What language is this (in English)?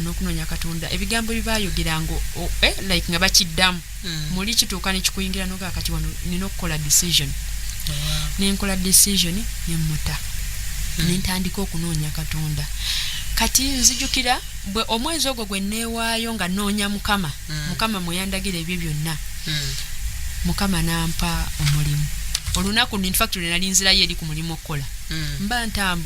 Ganda